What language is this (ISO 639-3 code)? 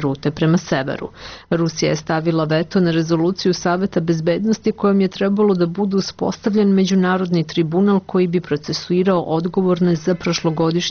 srp